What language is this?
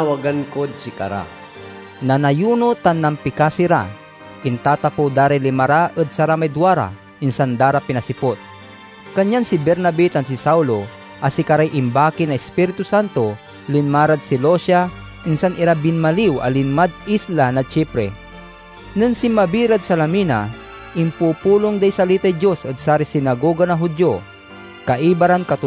Pangasinan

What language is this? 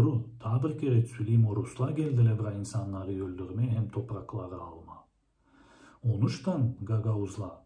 Gagauz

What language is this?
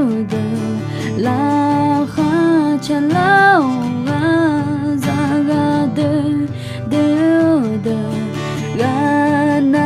Akha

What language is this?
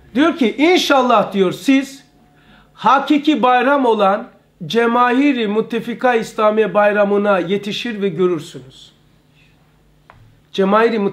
Turkish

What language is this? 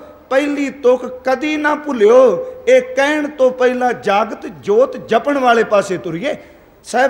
Punjabi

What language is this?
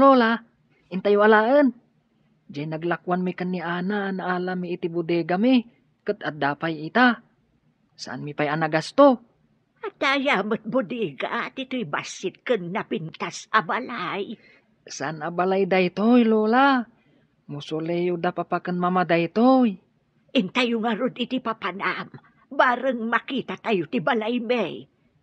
Iloko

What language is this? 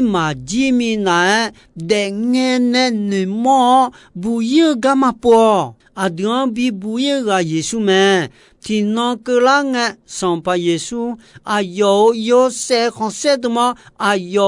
Akha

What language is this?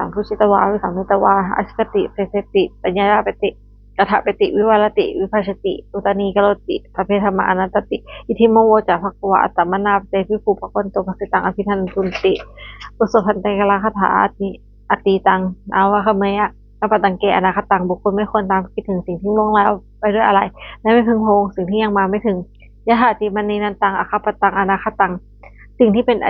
Pali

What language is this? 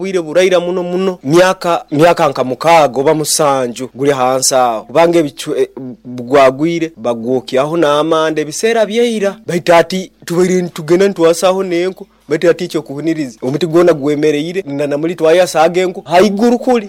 Nyoro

